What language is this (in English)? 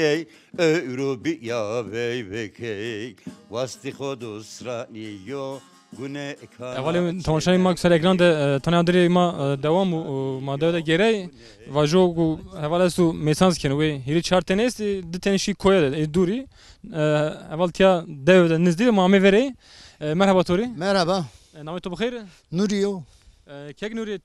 Zaza